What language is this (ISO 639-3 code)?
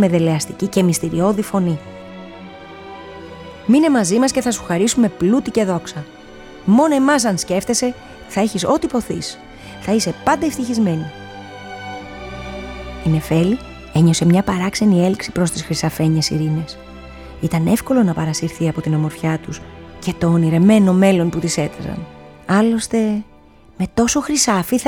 ell